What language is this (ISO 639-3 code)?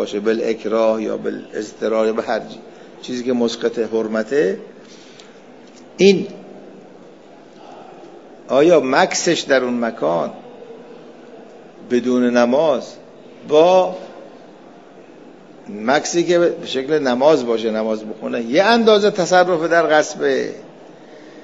fas